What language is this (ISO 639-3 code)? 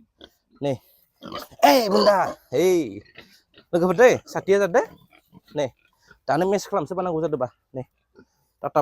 brx